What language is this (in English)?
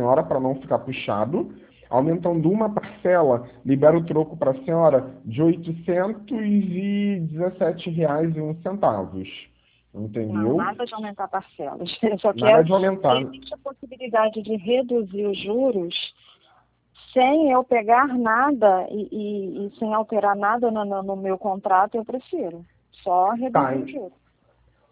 Portuguese